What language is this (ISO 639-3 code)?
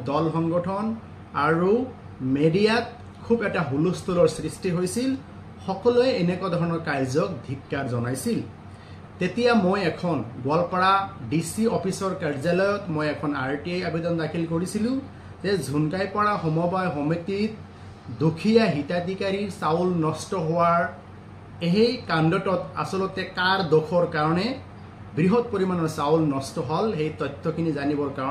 asm